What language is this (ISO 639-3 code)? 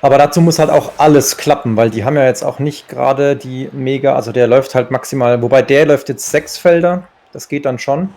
gsw